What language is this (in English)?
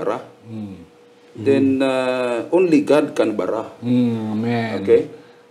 Hiligaynon